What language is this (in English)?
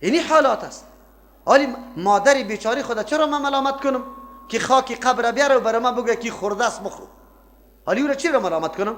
Persian